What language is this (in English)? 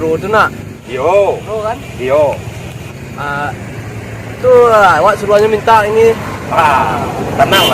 Minangkabau